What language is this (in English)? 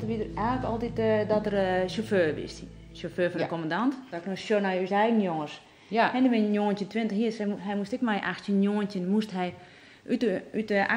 Western Frisian